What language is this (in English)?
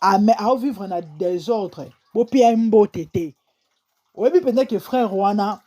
Lingala